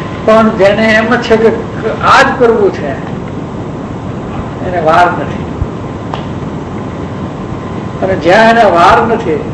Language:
Gujarati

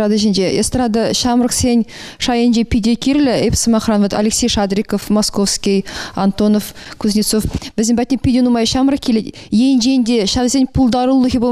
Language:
Chuvash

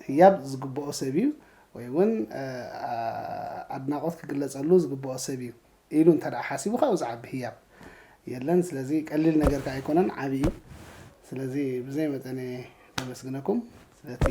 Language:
Tigrinya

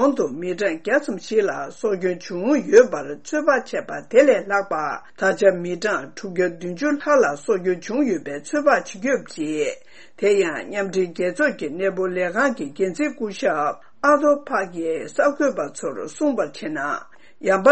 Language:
Tibetan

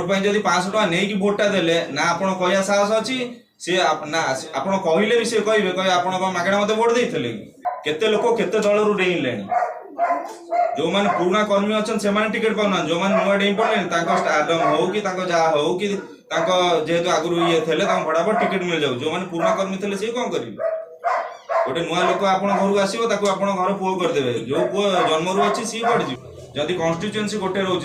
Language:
Odia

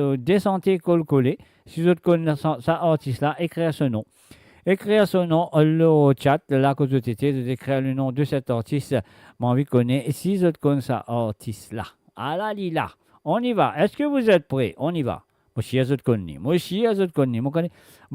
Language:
Morisyen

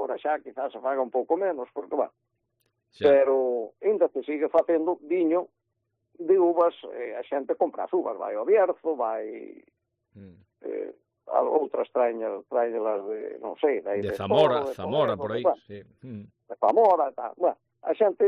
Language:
Galician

